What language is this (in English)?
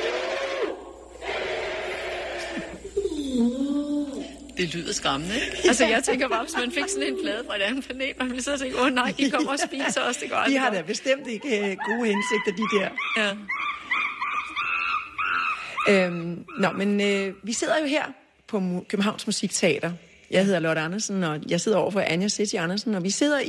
Danish